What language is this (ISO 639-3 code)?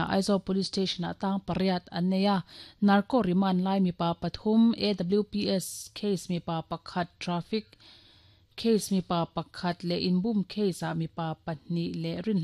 lus